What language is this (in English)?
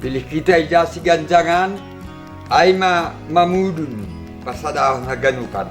Batak Simalungun